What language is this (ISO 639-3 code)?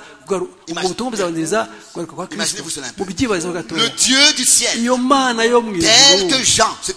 kin